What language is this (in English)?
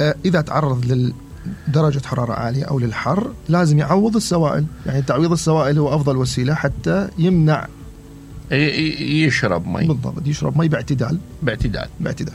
Mesopotamian Arabic